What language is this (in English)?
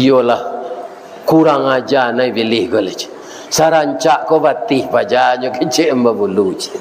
Minangkabau